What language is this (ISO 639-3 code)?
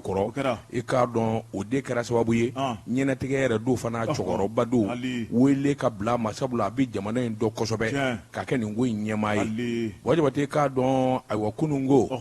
bam